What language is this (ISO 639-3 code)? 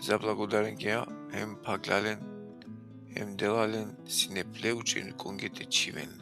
rmn